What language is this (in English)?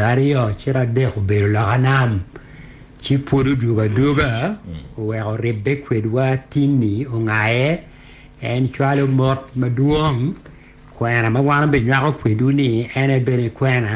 Acoli